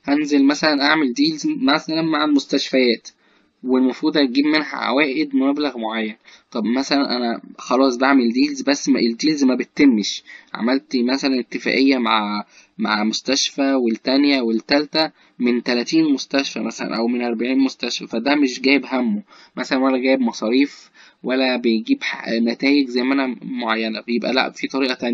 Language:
Egyptian Arabic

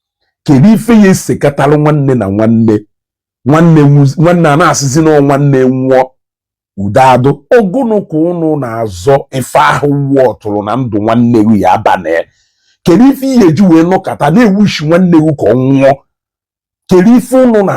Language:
Igbo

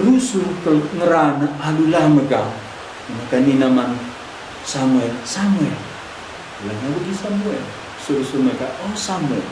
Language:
Batak Karo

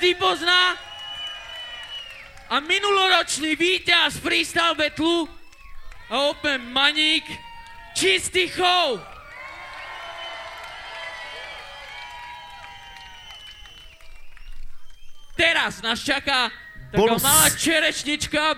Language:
Slovak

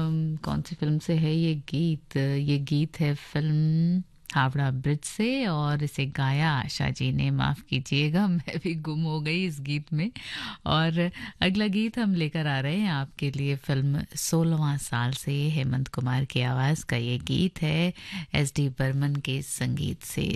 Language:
Hindi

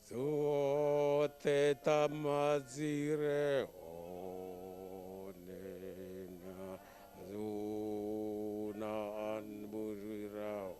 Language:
Venda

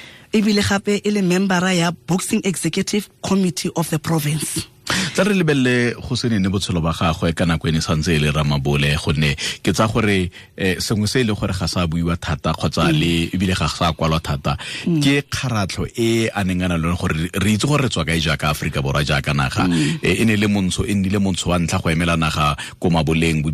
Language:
Tswana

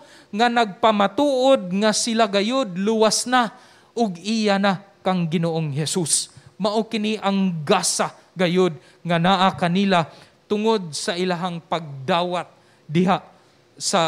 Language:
Cebuano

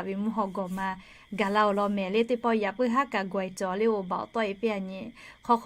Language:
Lahu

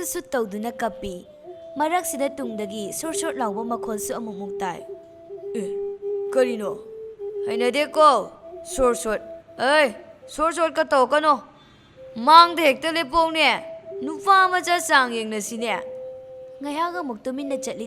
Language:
Manipuri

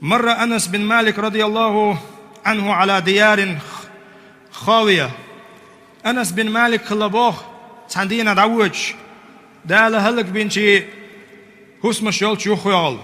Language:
Chechen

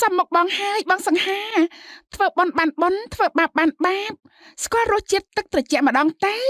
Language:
Khmer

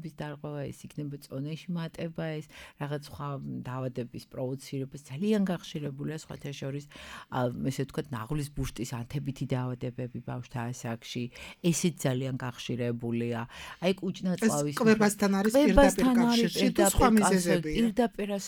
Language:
Georgian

